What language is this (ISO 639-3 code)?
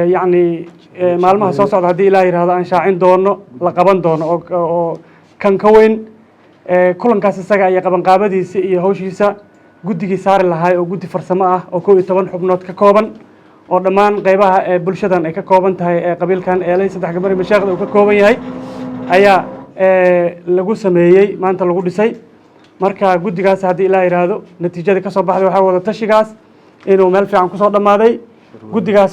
som